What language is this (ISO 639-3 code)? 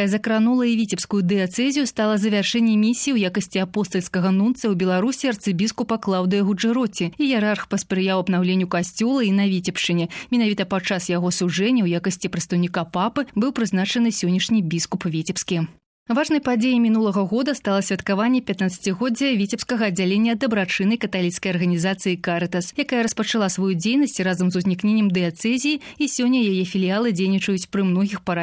bel